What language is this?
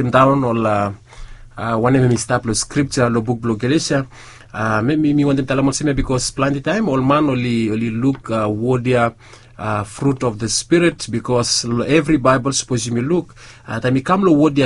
Bislama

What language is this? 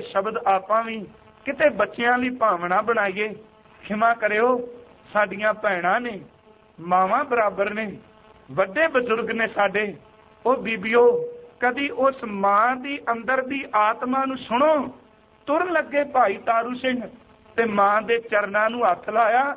Punjabi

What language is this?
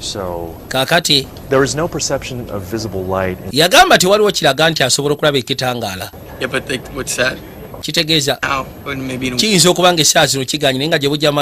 Ganda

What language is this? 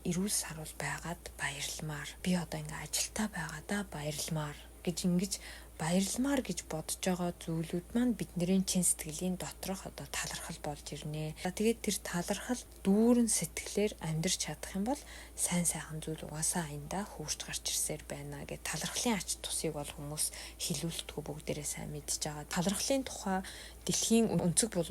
Mongolian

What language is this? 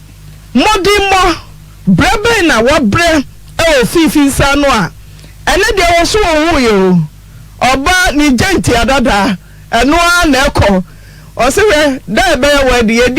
Akan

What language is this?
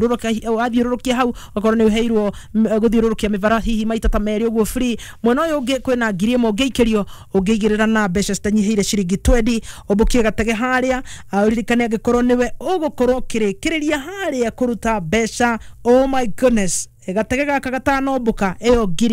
Kikuyu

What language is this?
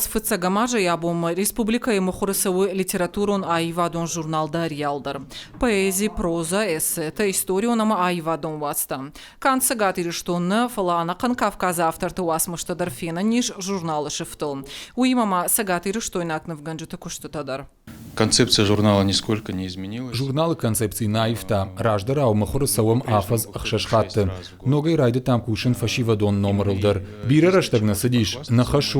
Ossetic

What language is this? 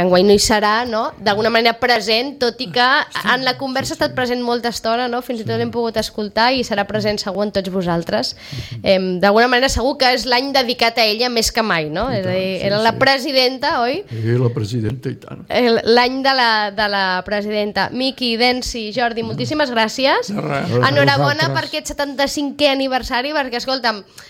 Catalan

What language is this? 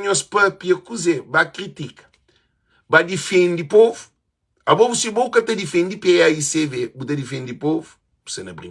Kabuverdianu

